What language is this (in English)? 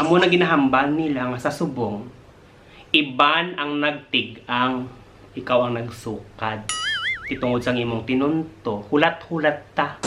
Hiligaynon